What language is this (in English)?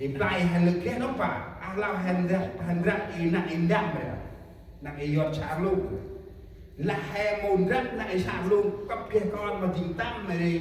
Central Mnong